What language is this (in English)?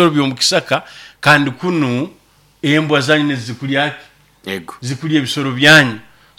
Nyoro